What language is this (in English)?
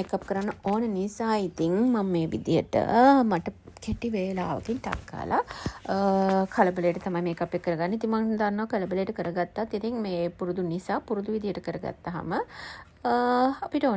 Sinhala